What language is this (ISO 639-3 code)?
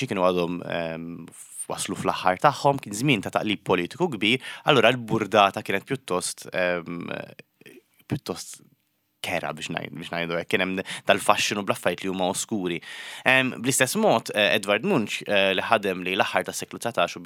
mlt